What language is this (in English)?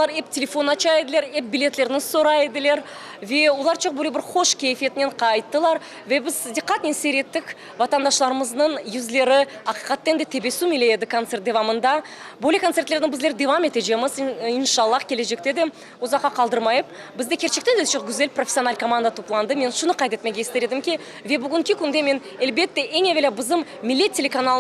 Crimean Tatar